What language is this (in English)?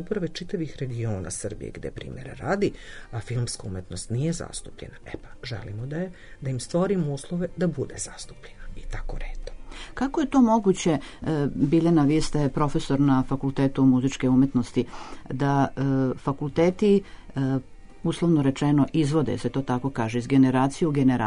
Serbian